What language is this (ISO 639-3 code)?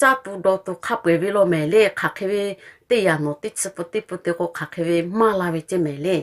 lhu